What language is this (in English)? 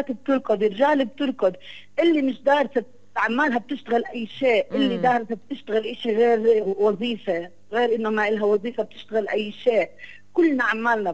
South Levantine Arabic